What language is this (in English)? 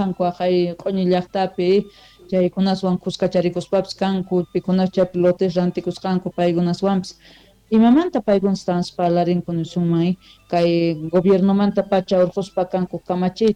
South Bolivian Quechua